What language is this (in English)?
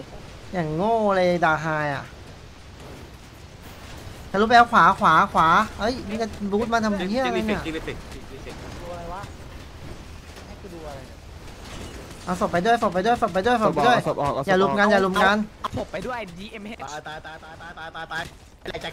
Thai